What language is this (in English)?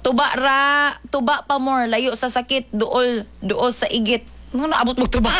Cebuano